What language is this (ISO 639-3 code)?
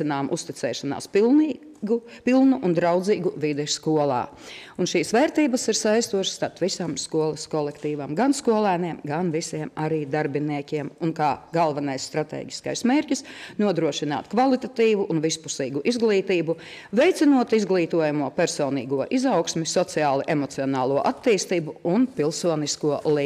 lav